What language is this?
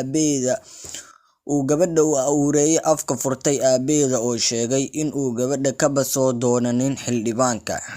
Somali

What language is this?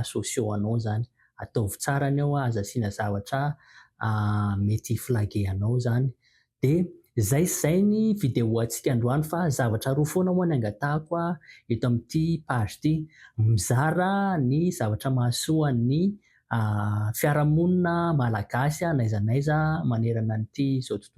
Malagasy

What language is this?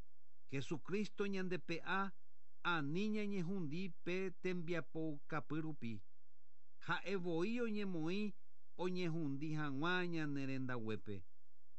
Guarani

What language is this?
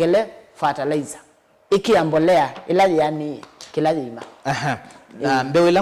Kamba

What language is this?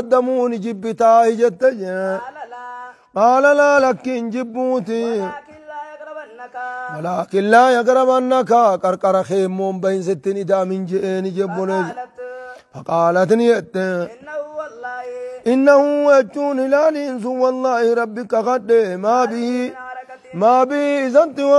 Oromo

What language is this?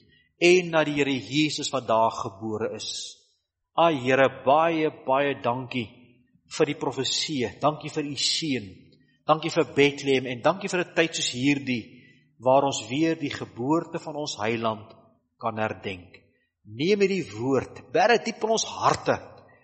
Afrikaans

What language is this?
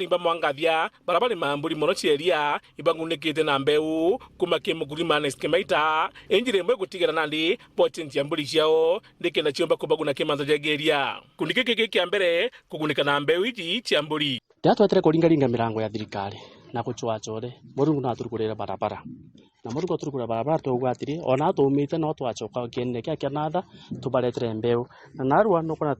Meru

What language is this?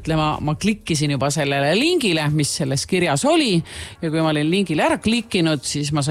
Estonian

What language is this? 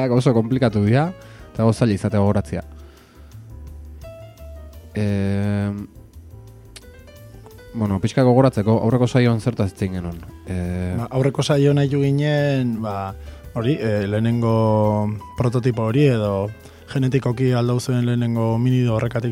Basque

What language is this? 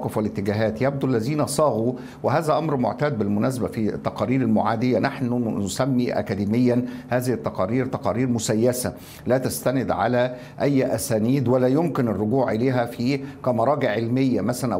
Arabic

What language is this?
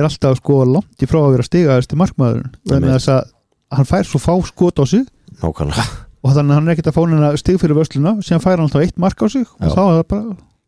Icelandic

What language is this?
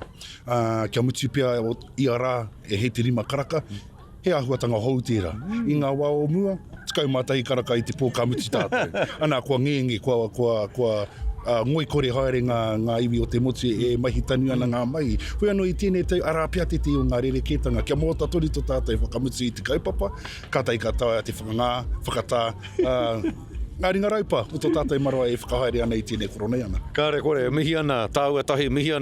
Māori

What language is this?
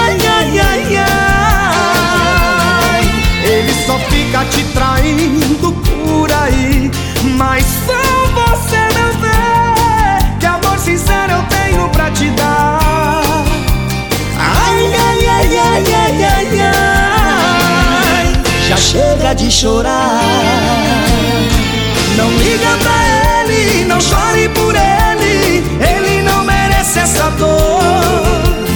Portuguese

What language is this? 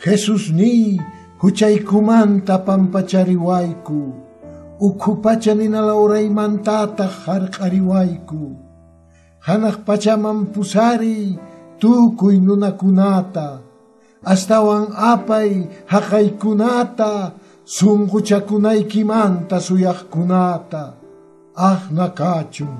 Quechua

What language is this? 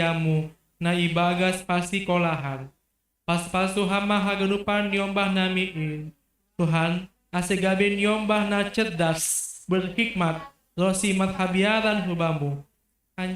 Batak Simalungun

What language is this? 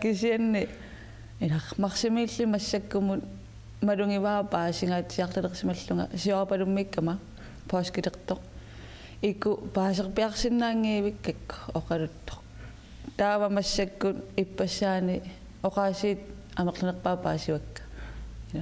Kalaallisut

